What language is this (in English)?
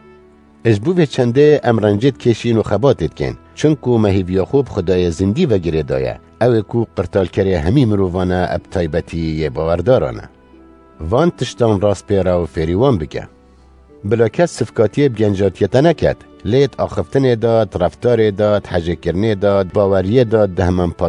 Kurdish